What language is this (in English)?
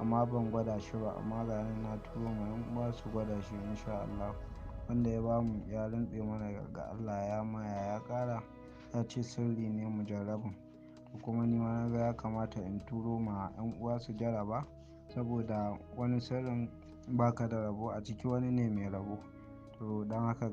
Hausa